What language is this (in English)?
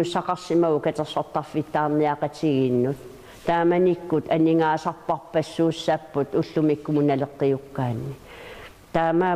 Kalaallisut